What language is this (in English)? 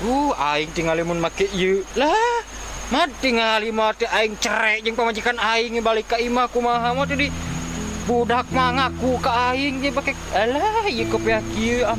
Sundanese